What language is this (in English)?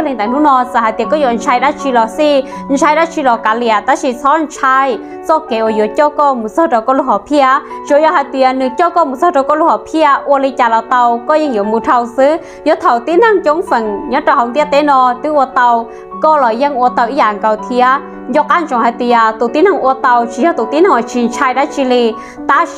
Hmong